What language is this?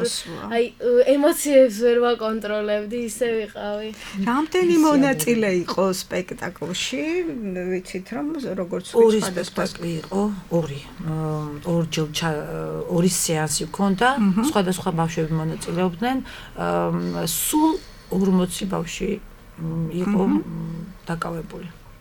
Georgian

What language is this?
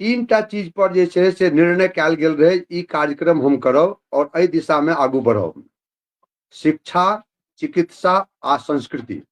Maithili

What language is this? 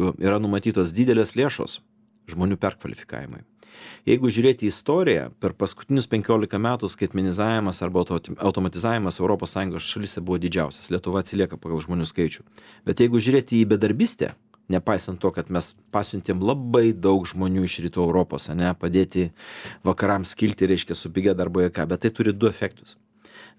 Lithuanian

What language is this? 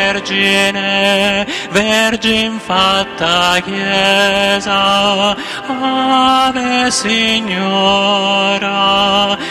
Italian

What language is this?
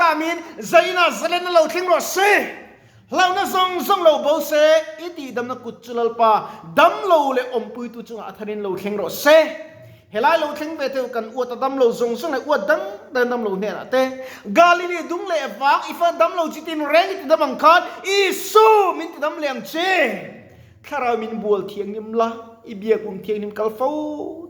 Mizo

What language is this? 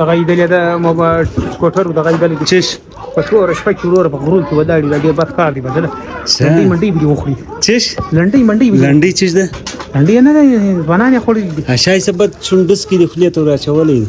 Pashto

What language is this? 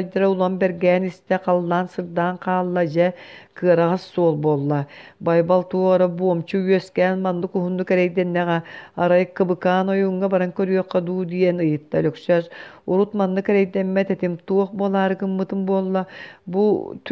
Yakut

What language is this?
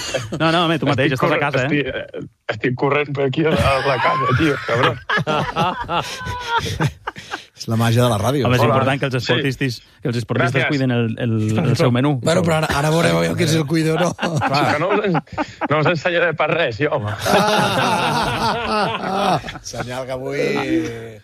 Catalan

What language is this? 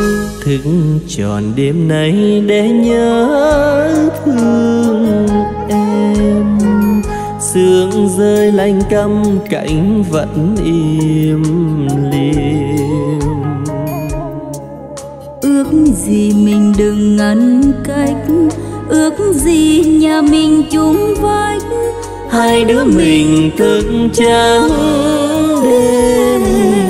Vietnamese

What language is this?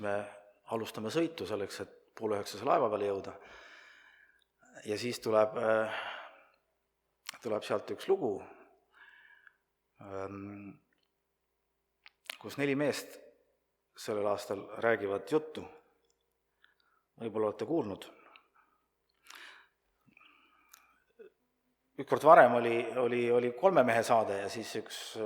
Estonian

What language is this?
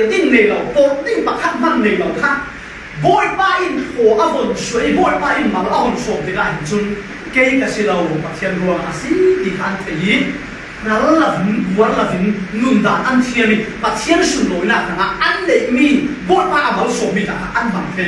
Falam Chin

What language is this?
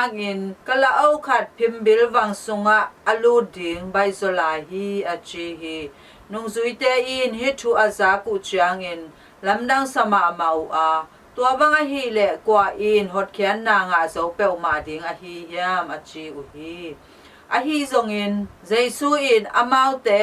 Tedim Chin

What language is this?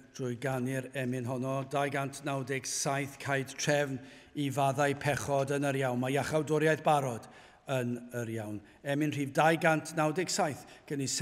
Welsh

